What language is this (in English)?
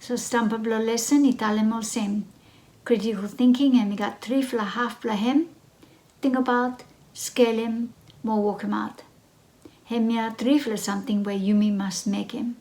Bislama